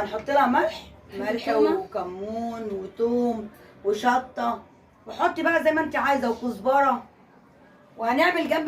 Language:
Egyptian Arabic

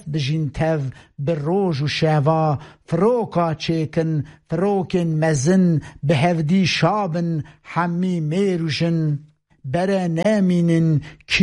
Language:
Kurdish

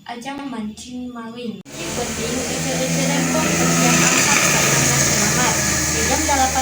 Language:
Sundanese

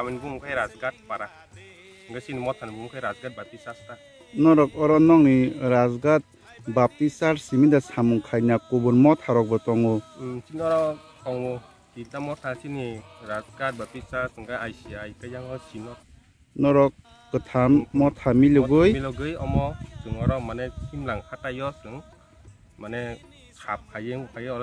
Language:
Kok Borok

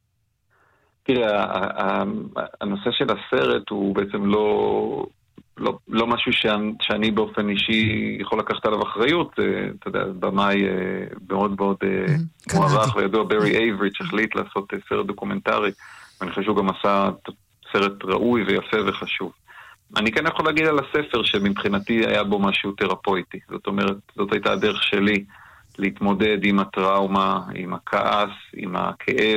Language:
Hebrew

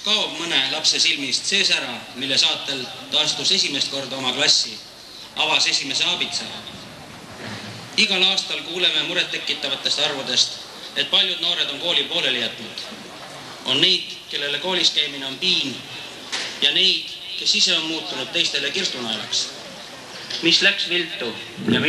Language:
Estonian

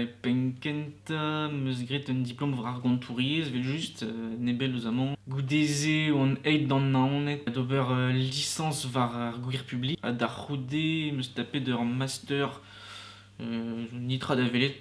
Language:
Breton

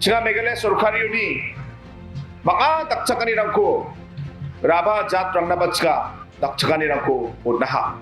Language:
Garo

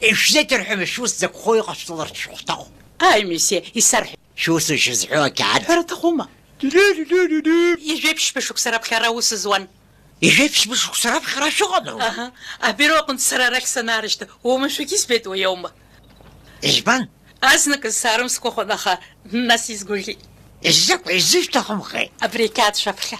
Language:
Abkhazian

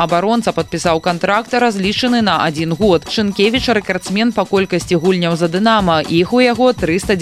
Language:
Belarusian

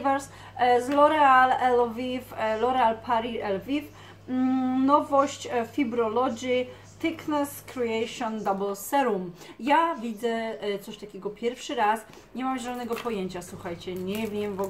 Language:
Polish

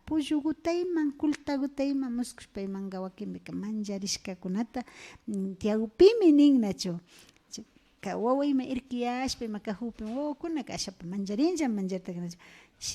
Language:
Imbabura Highland Quichua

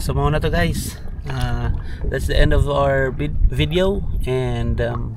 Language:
Cebuano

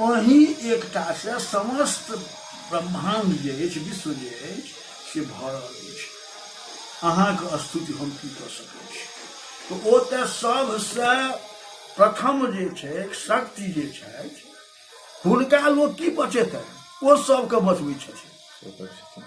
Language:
Maithili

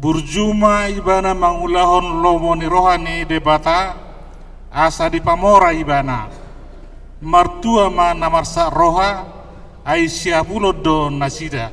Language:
Batak Toba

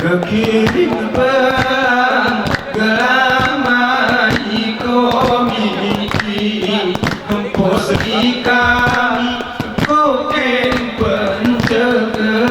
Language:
Gayo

